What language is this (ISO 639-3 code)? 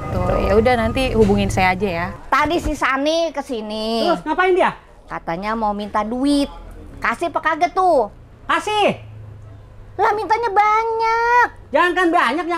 bew